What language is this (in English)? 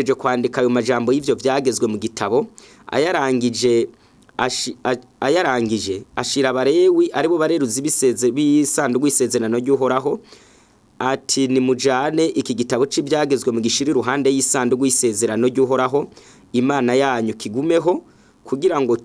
Rundi